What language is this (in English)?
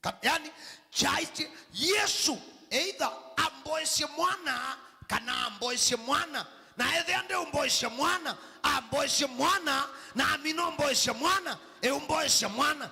Kamba